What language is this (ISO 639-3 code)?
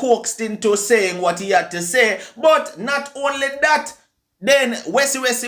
jam